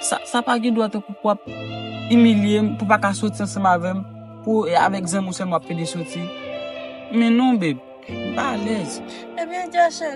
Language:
Haitian Creole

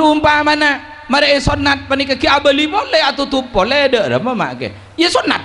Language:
Madurese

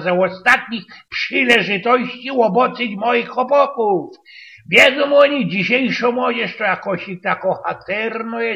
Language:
Silesian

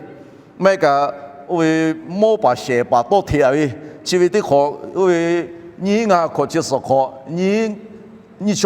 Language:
Lahu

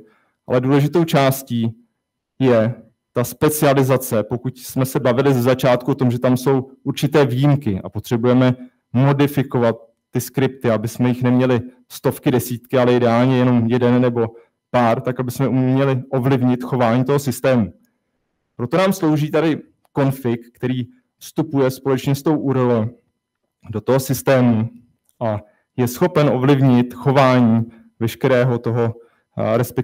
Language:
Czech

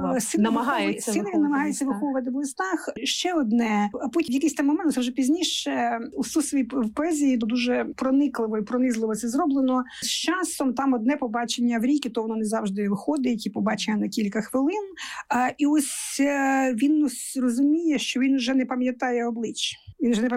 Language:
Ukrainian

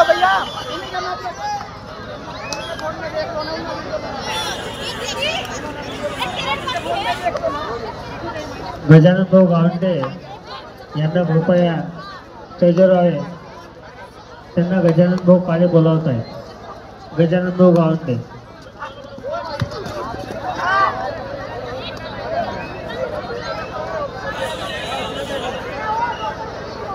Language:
Marathi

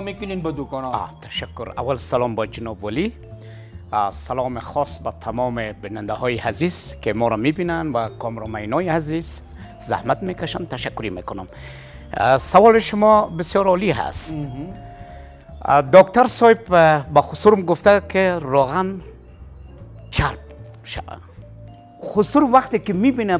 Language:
Persian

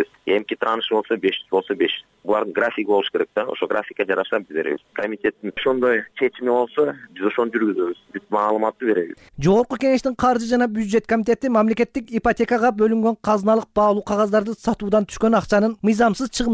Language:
Kyrgyz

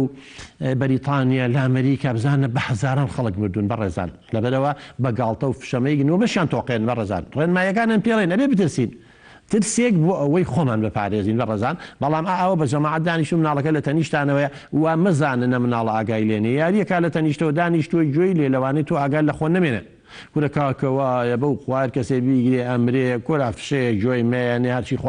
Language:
Central Kurdish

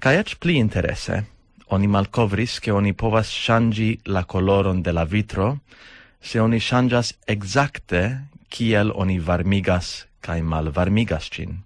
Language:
Esperanto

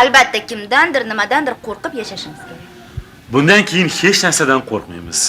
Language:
Uzbek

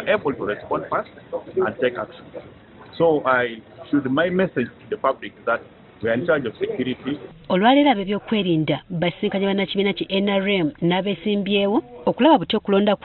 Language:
Ganda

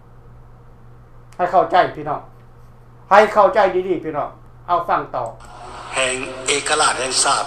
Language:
Lao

